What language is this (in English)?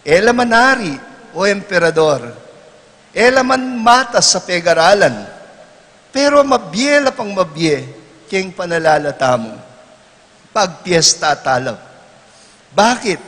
Pampanga